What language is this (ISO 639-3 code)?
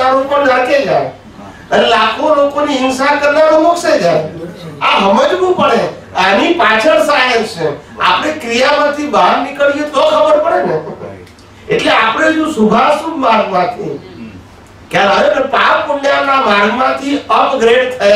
guj